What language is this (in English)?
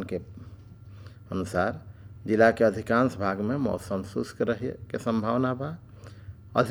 Bhojpuri